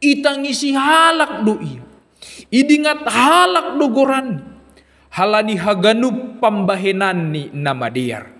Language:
Batak Simalungun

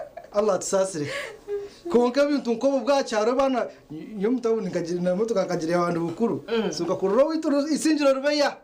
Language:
Nyankole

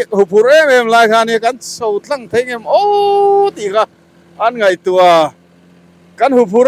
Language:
Mizo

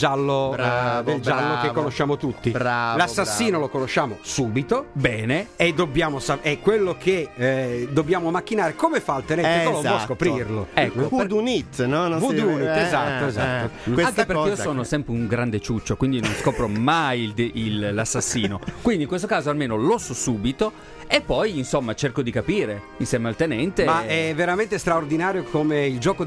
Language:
Italian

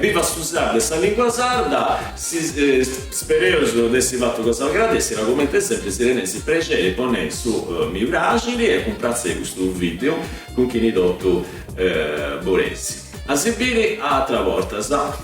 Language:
Sardinian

